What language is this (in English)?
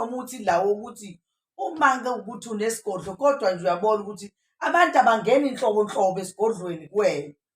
Zulu